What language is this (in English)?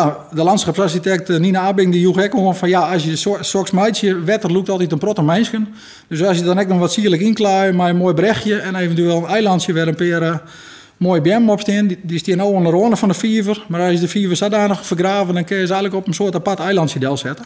Western Frisian